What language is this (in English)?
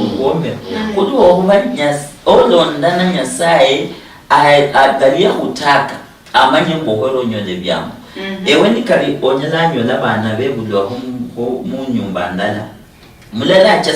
Luyia